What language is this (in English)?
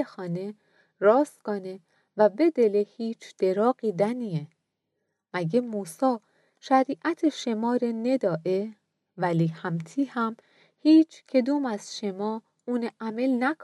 Gilaki